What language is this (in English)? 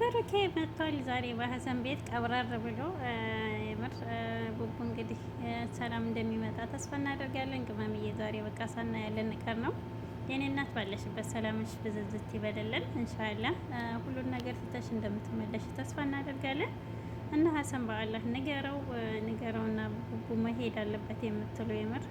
Amharic